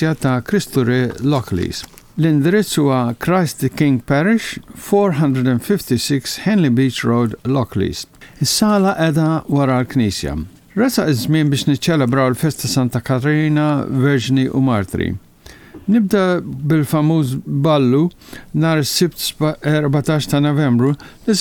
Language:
Maltese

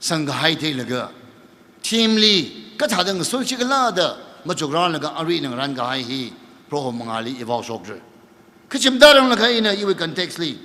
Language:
Tangkhul Naga (India)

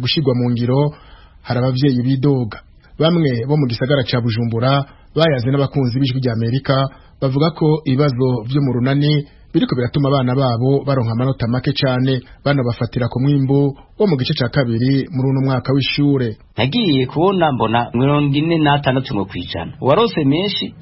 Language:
Rundi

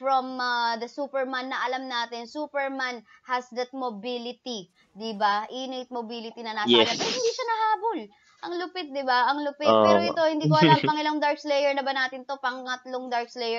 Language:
Filipino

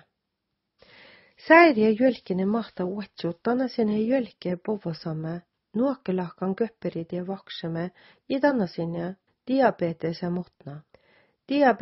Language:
Southern Sami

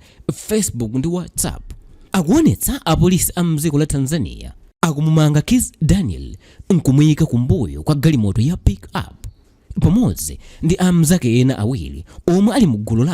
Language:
Nyanja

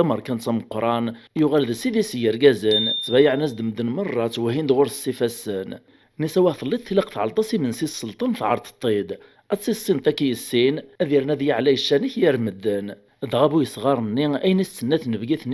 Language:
Kabyle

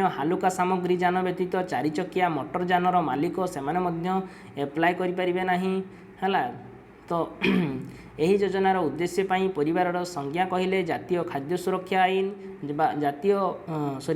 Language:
Odia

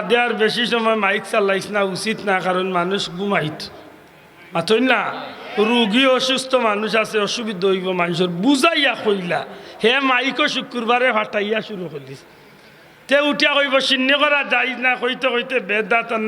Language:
Sylheti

